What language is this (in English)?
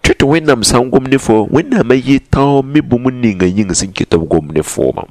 Mossi